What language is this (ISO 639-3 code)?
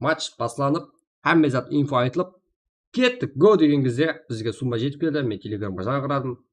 kaa